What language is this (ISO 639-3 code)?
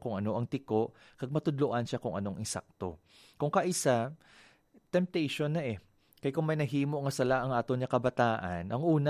hil